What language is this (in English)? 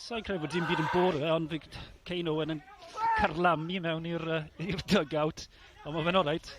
Welsh